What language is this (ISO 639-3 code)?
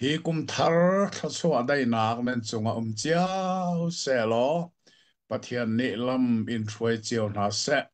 cnh